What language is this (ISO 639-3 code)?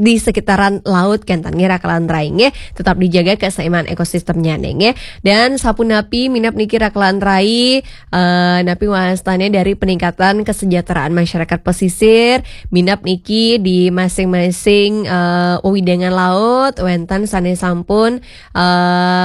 ban